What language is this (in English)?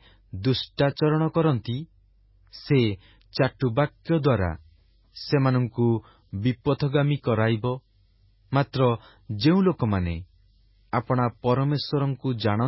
Odia